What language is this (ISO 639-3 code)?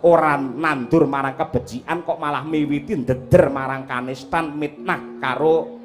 jav